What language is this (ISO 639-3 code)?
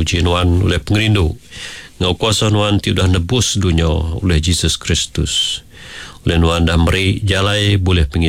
iba